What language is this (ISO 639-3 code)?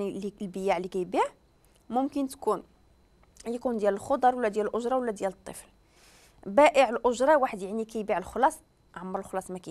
ary